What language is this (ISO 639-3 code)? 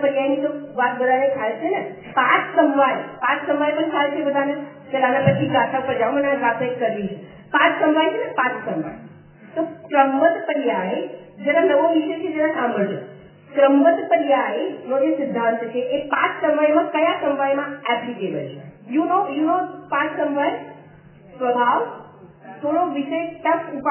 guj